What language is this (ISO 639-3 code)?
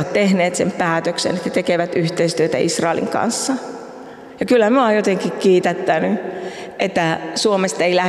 fin